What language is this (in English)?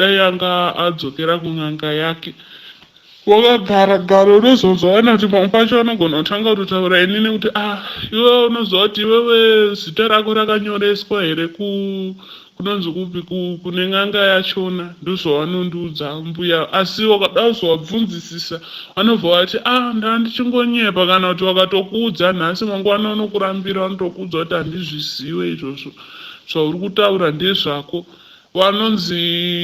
Shona